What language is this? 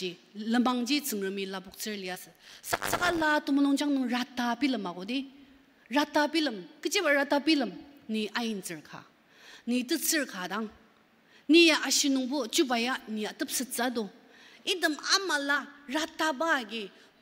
Ao Naga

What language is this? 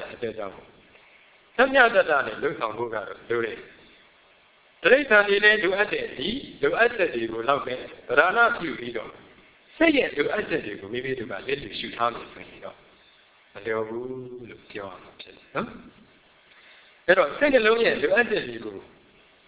Burmese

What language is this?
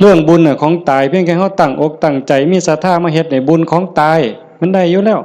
Northeastern Thai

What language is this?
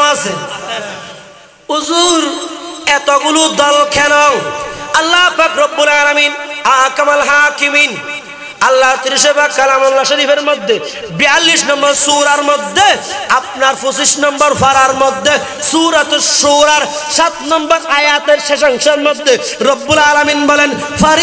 Bangla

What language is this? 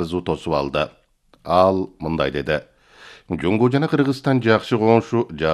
Kyrgyz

